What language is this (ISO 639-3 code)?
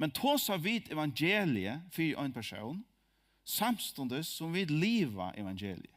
fao